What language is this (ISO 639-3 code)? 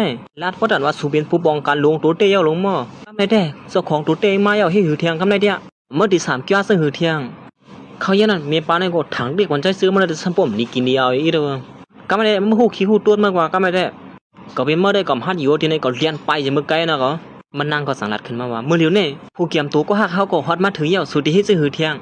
shn